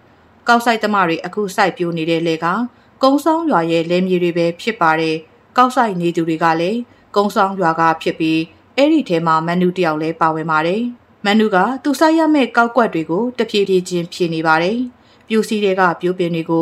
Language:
Burmese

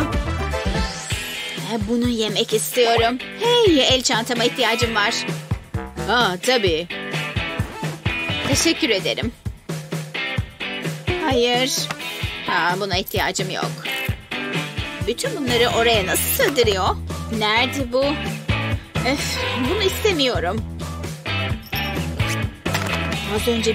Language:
Turkish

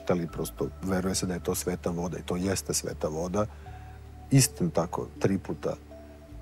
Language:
Serbian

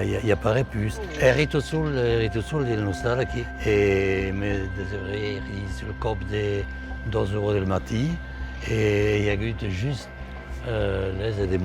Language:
Occitan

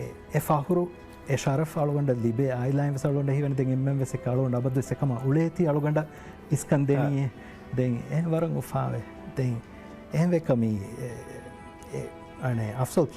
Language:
Divehi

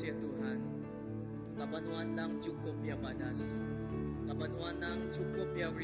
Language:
Iban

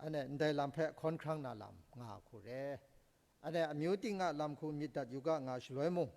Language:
Kachin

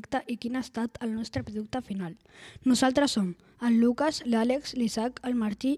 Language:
Catalan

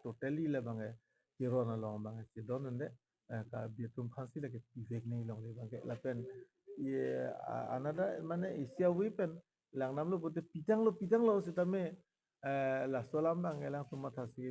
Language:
Karbi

